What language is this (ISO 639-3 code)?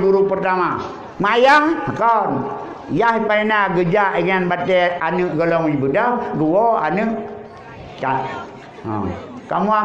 ace